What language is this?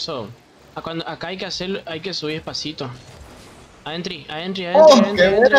Spanish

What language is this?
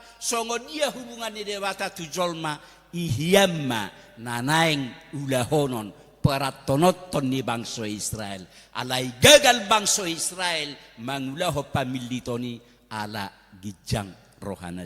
Batak Toba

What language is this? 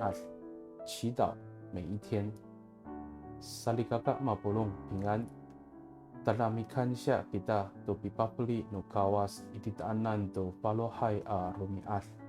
Amis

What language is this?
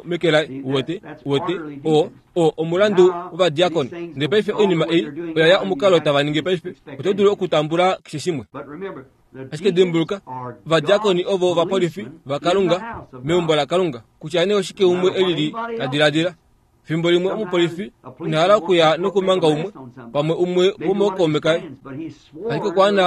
Kuanyama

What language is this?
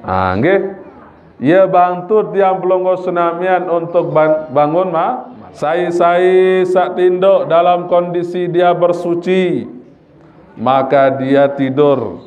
Sasak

